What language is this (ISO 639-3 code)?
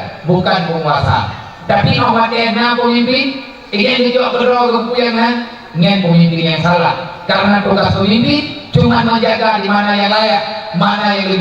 ace